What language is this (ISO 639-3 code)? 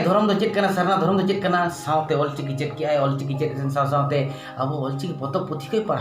sat